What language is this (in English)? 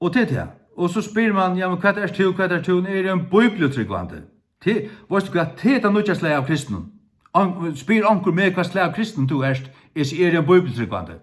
Faroese